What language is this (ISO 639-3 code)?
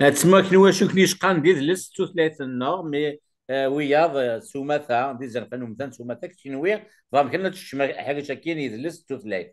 kab